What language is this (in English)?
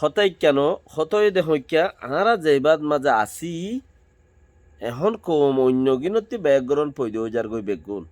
Rohingya